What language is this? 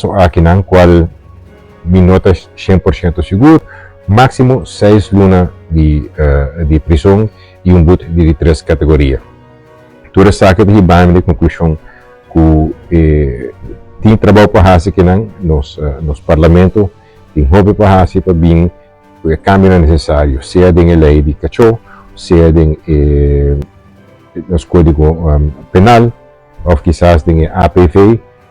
Papiamento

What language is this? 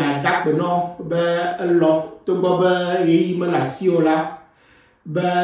Ewe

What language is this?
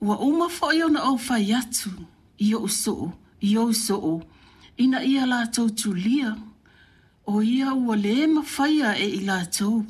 Samoan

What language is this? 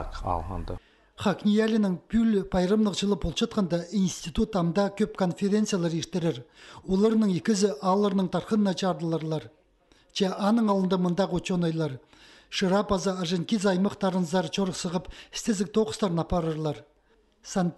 Khakas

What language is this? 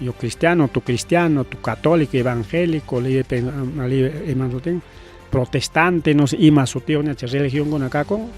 Ayacucho Quechua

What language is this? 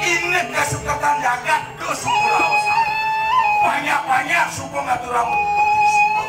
Balinese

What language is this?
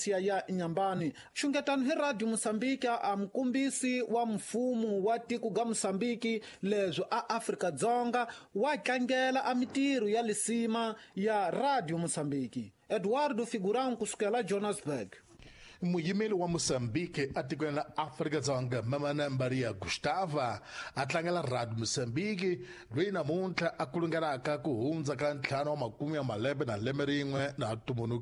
Tsonga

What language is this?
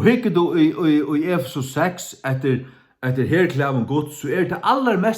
Faroese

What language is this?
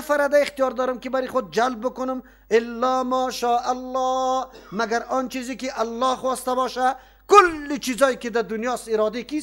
Persian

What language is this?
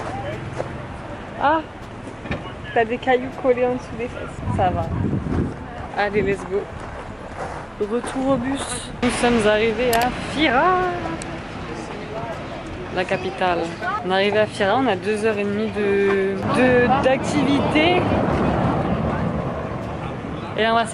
French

